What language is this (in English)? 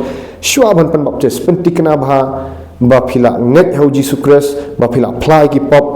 Khasi